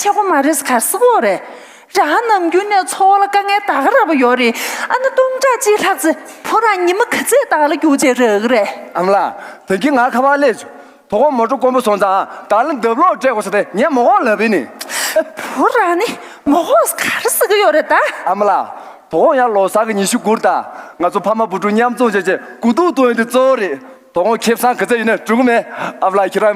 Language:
Tibetan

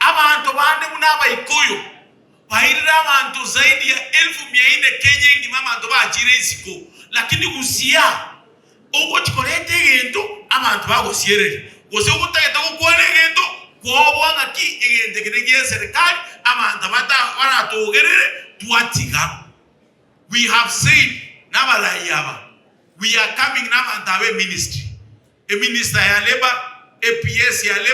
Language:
Gusii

